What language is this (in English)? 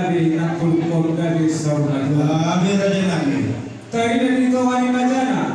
Batak Toba